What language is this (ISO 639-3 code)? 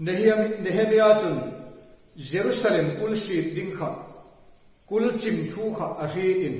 hmr